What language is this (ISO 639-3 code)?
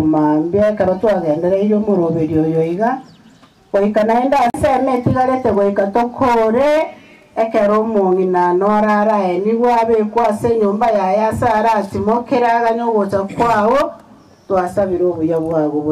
guz